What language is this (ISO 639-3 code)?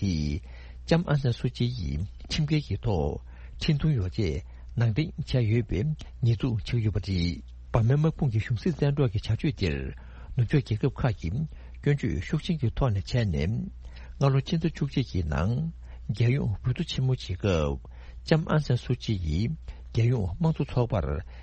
bod